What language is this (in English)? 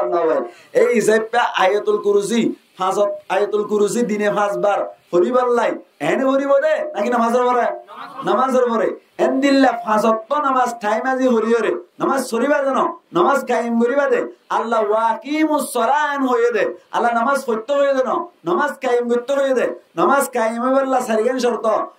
Rohingya